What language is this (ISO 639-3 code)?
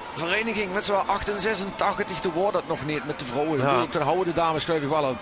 lim